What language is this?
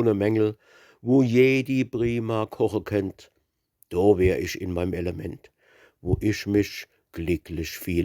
Palatine German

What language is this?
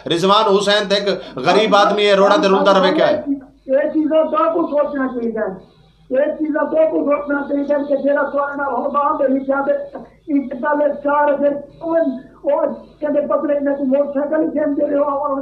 Saraiki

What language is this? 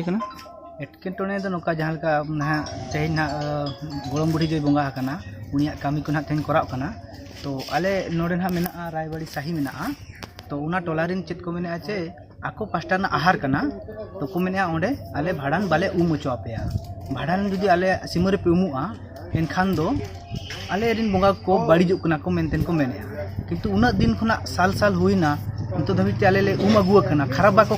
Santali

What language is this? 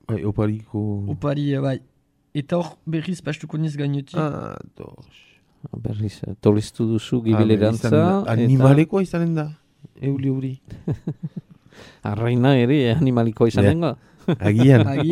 Basque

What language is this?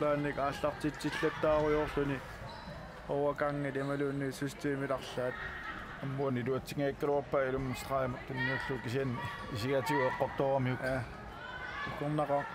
Kalaallisut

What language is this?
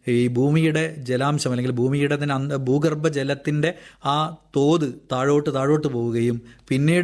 Malayalam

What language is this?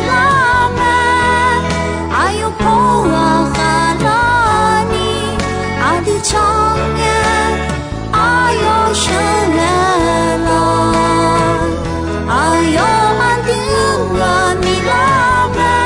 Akha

